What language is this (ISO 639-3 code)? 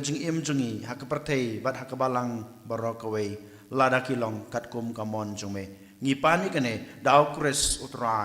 kha